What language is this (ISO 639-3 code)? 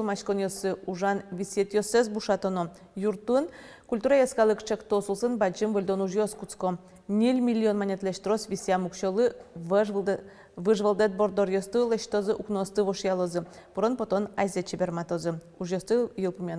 udm